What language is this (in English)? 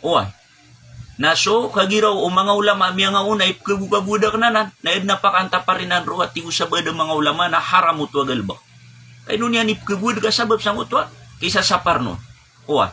Maranao